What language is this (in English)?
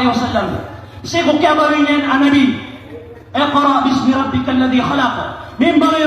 Maranao